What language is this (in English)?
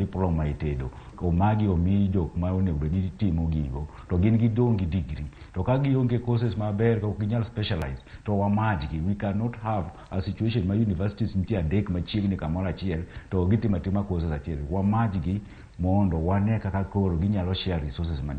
Luo (Kenya and Tanzania)